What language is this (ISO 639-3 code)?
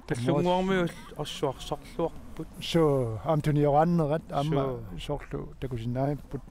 kal